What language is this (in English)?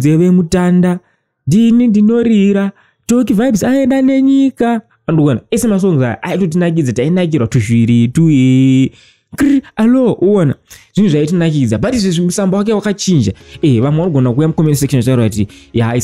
Shona